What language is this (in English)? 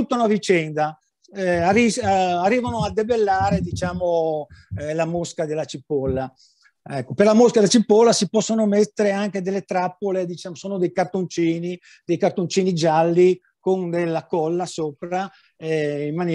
Italian